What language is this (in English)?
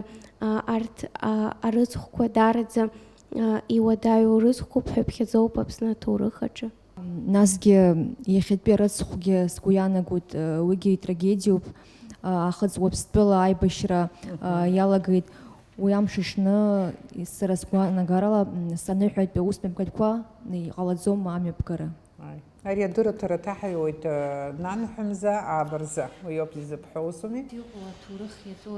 Abkhazian